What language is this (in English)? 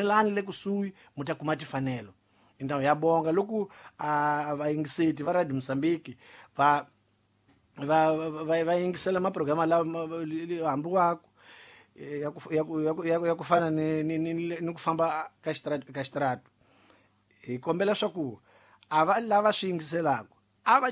Tsonga